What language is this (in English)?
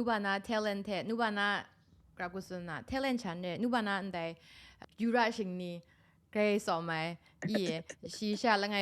Kachin